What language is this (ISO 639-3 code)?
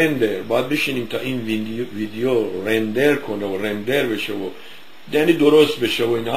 fas